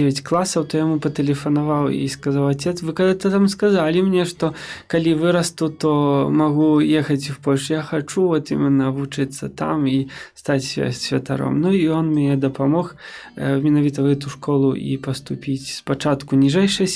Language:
Belarusian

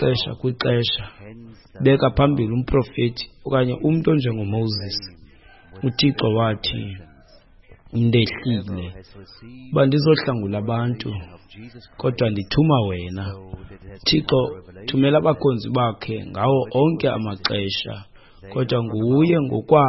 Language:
Xhosa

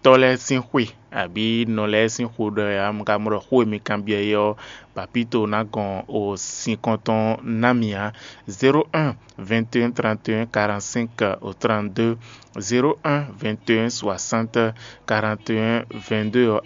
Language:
Fon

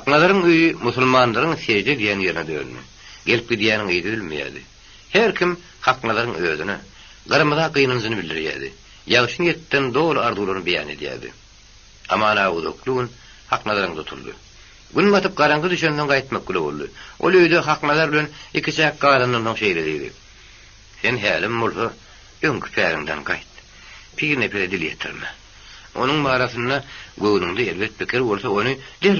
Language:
Turkmen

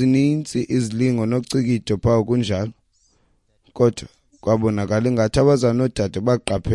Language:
Xhosa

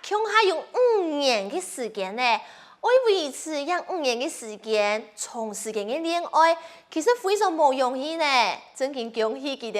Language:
Hakka Chinese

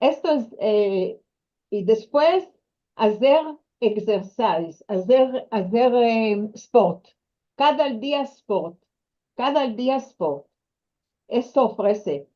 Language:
Ladino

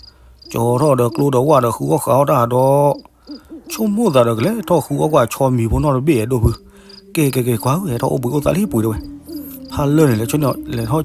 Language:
S'gaw Karen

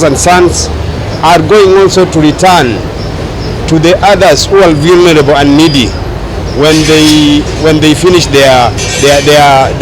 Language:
Gusii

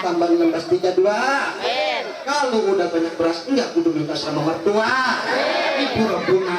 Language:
Betawi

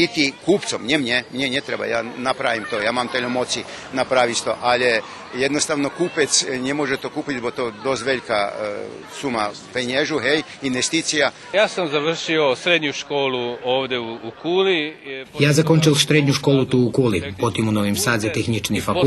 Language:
Rusyn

